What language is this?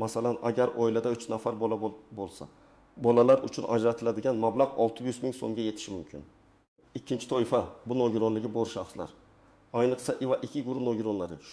Uzbek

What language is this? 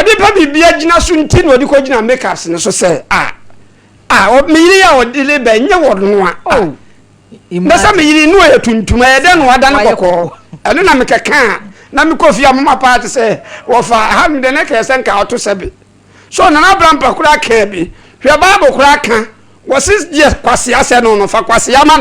Akan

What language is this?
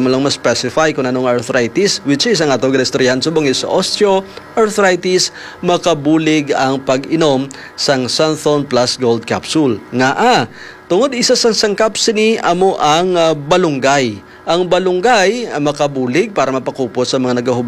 Hiligaynon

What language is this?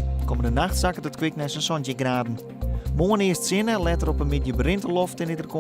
Western Frisian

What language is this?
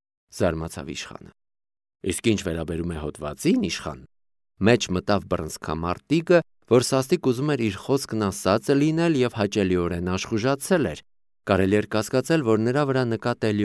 Armenian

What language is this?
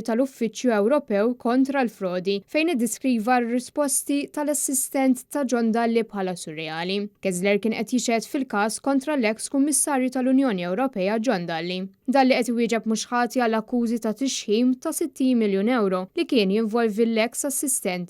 Maltese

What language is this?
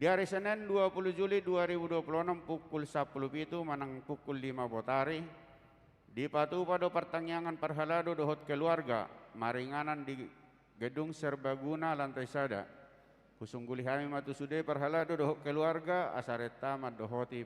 Batak Toba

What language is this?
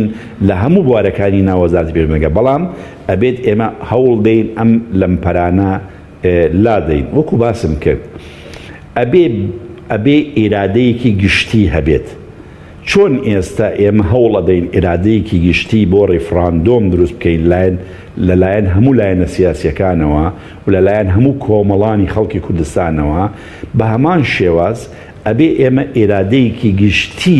Central Kurdish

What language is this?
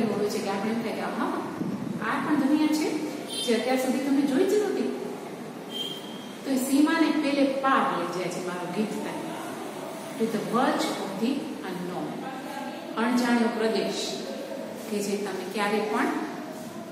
Gujarati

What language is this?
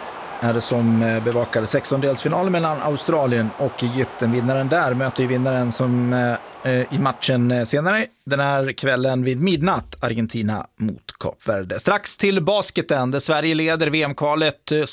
Swedish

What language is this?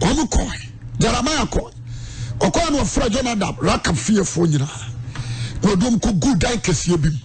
Akan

